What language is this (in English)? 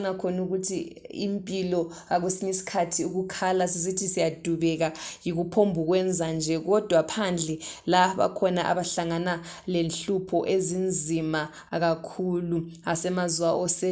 Shona